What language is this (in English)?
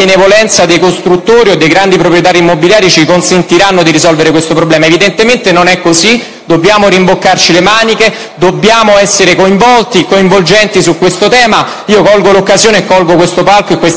Italian